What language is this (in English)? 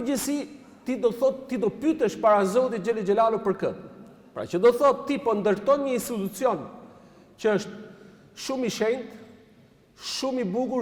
Albanian